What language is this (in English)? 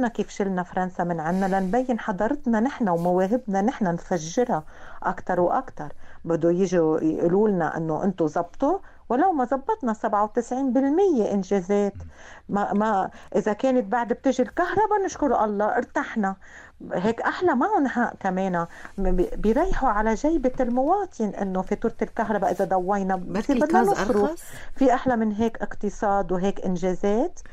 North Levantine Arabic